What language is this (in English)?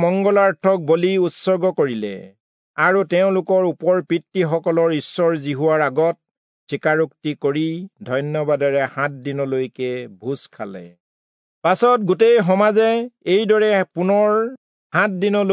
Assamese